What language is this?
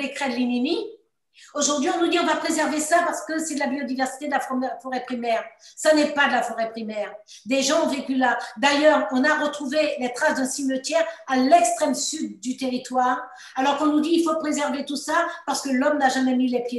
French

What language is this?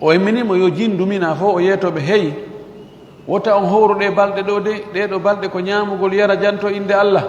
Fula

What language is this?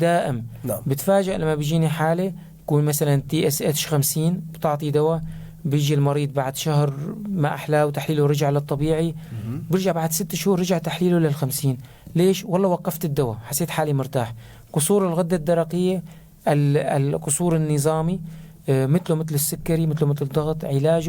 North Levantine Arabic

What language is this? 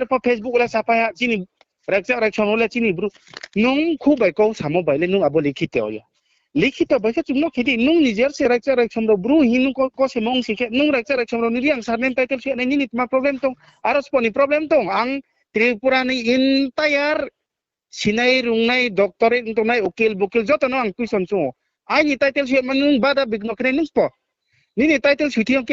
Riang (India)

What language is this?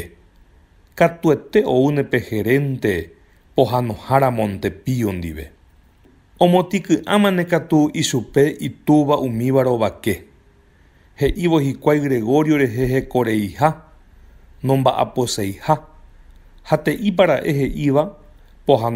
Guarani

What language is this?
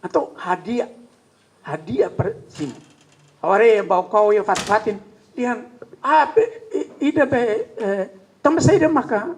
Tetum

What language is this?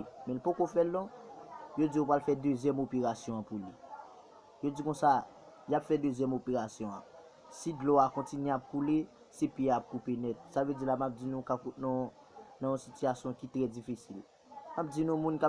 Haitian Creole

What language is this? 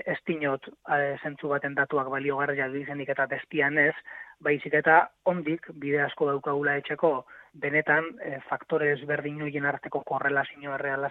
Basque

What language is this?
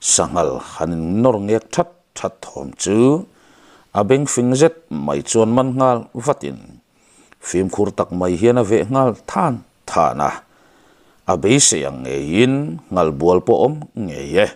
Mizo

